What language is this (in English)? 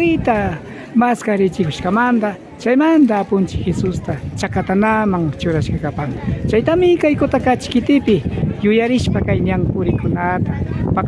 Imbabura Highland Quichua